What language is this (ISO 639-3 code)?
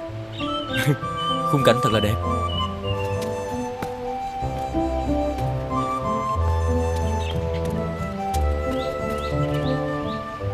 vie